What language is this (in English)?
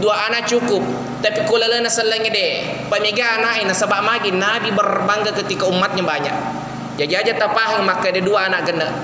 Buginese